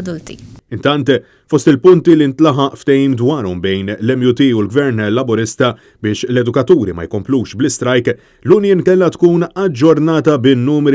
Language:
Maltese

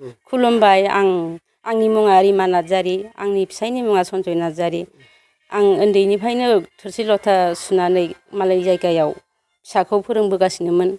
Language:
Bodo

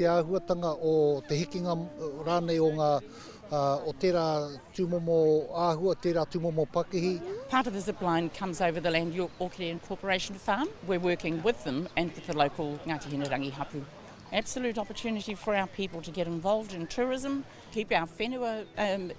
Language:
Māori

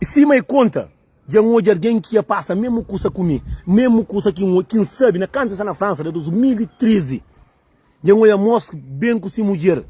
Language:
Kabuverdianu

